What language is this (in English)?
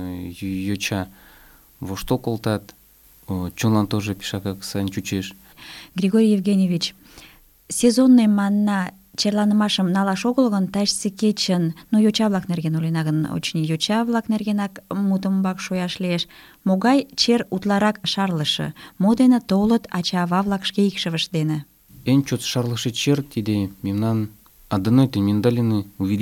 Mari